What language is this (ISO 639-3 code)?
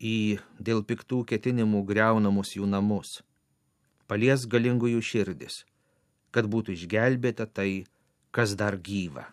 lit